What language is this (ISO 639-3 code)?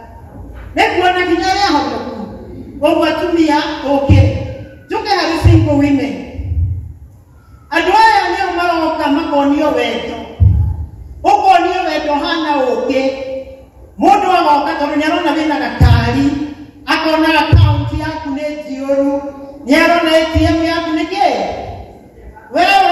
kik